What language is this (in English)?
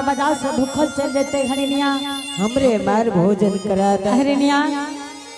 Angika